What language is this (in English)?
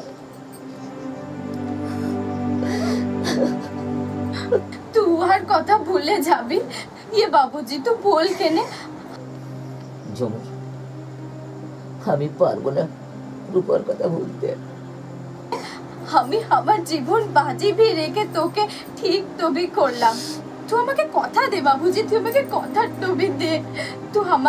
Bangla